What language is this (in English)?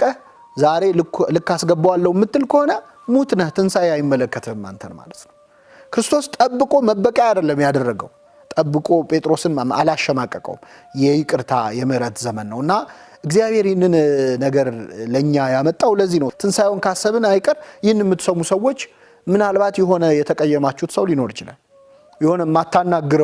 Amharic